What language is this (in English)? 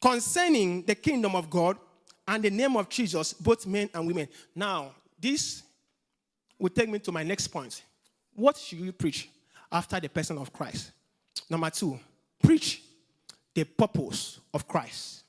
English